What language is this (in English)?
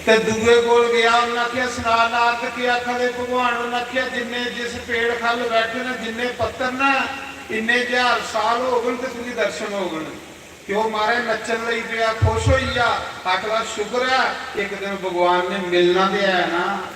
Dogri